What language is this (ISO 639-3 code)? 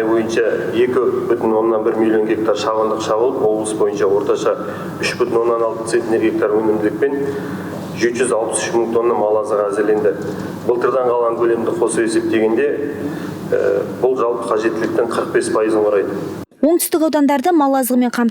kaz